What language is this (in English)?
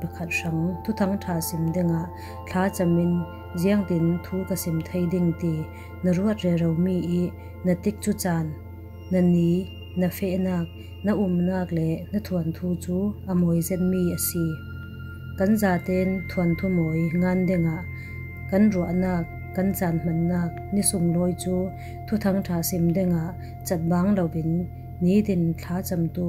Falam Chin